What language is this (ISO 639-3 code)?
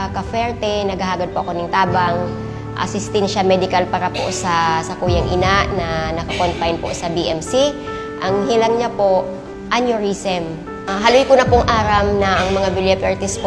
bik